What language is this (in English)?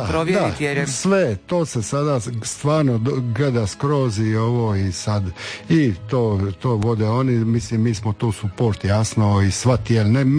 Croatian